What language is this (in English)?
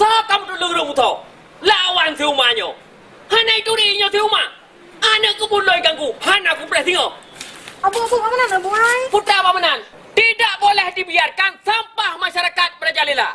Achinese